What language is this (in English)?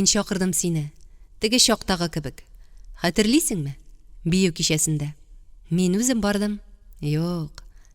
Tatar